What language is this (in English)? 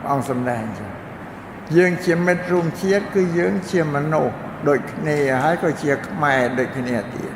Khmer